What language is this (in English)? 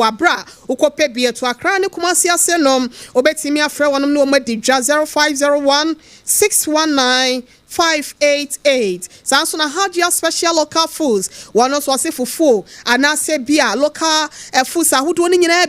Akan